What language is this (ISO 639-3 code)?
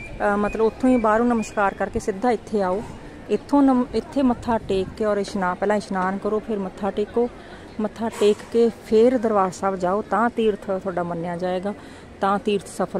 pan